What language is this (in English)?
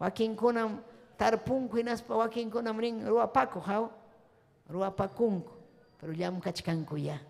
Ayacucho Quechua